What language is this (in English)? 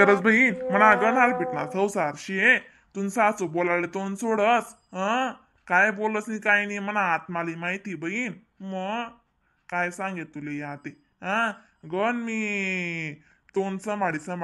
Khandesi